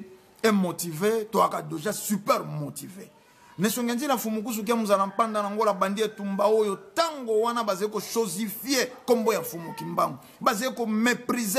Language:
Lingala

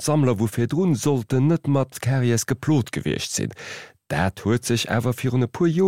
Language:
Luxembourgish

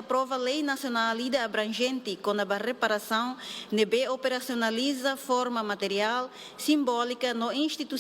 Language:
Tetum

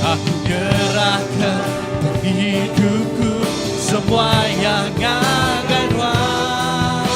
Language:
Iban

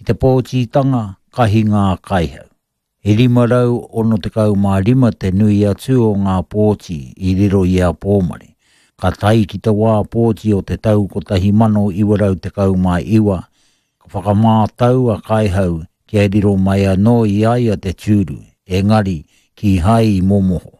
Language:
Māori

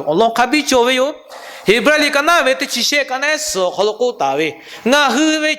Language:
Lahu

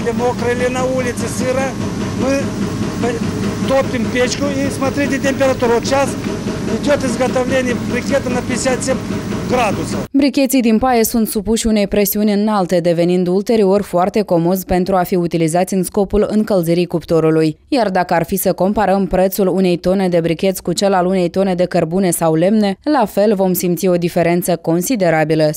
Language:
Romanian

